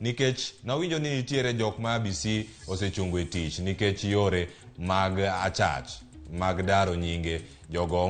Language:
Luo (Kenya and Tanzania)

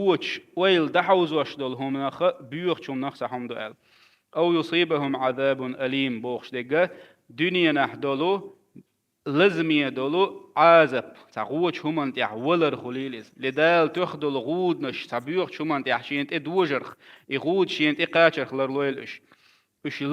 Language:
Chechen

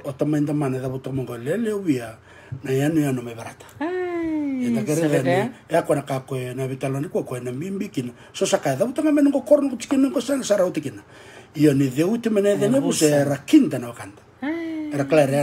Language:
Fijian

